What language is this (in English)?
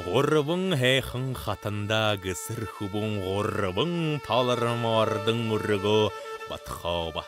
Buriat